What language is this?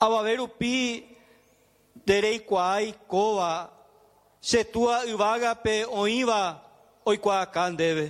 Guarani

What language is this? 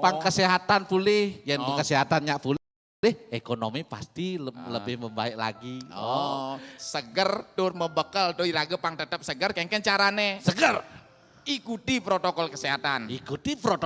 Balinese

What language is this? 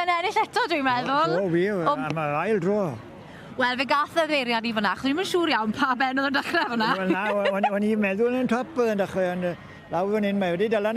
Welsh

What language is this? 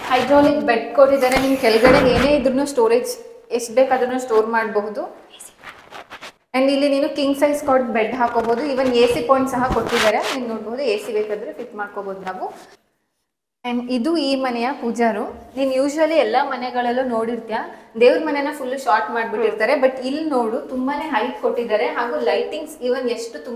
Kannada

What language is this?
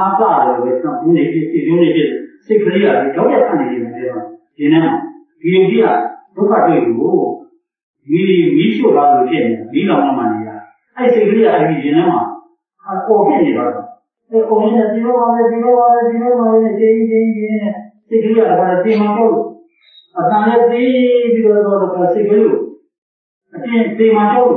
Burmese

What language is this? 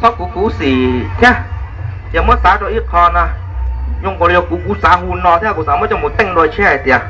Hmong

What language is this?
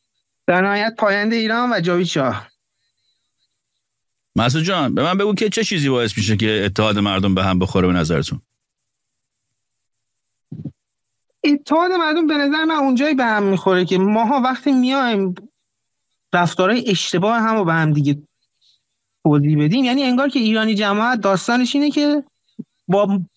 Persian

